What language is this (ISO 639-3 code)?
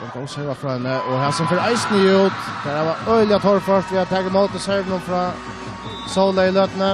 fao